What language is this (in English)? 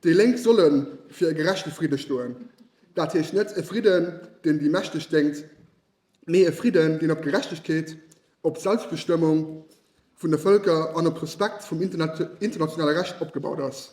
Luxembourgish